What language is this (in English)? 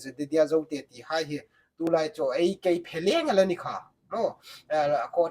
Hmar